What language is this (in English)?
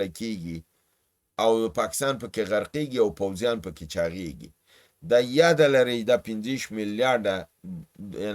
Pashto